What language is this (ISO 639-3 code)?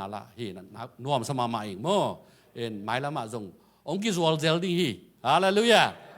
ctd